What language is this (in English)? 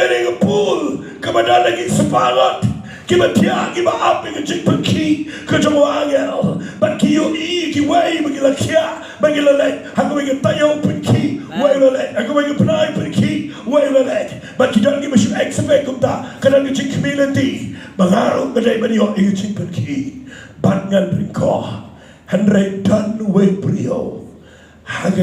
Khasi